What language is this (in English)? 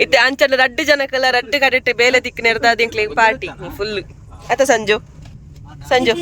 Tulu